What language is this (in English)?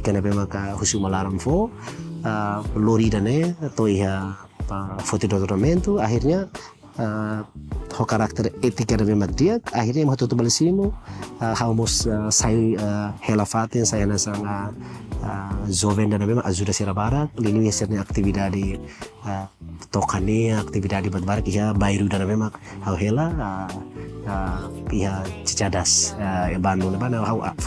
Tetum